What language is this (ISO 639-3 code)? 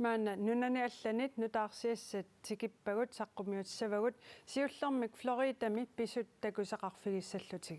kal